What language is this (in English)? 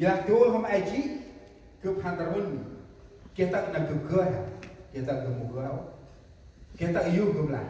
Central Mnong